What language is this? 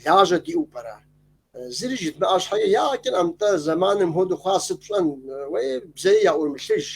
Kabardian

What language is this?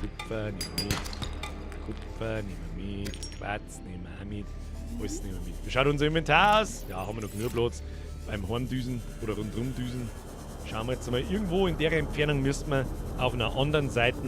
Bavarian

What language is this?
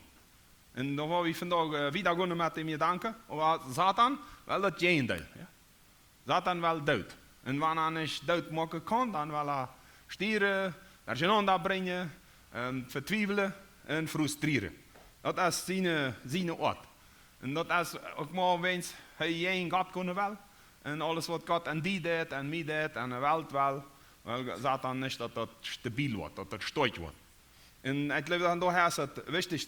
Plautdietsch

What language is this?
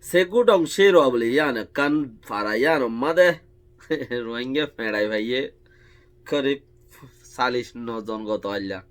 Rohingya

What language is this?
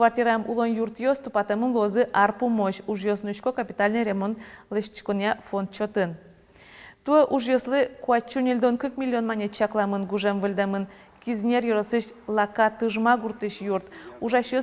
Udmurt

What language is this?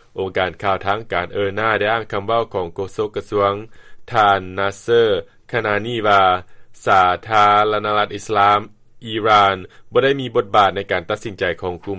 Lao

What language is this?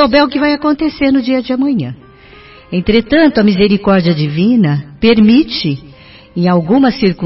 Portuguese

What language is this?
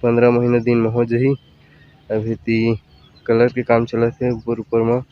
Chhattisgarhi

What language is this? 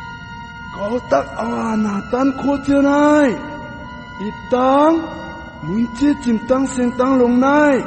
Shan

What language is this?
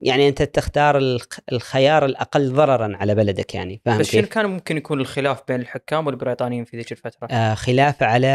Gulf Arabic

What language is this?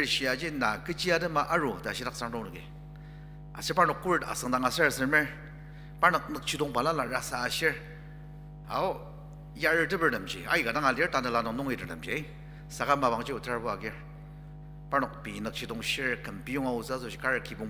Ao Naga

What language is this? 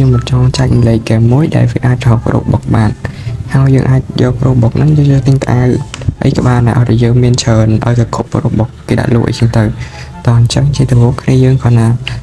Khmer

